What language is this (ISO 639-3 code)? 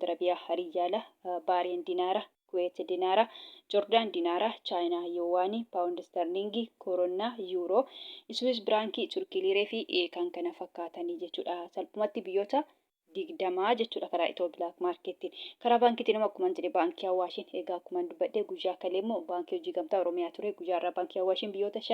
orm